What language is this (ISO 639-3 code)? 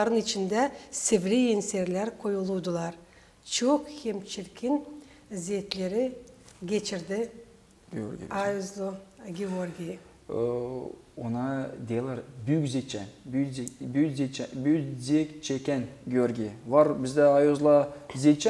gag